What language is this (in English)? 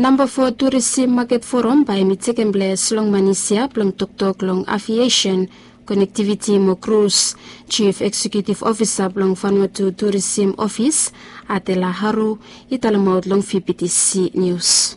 Bislama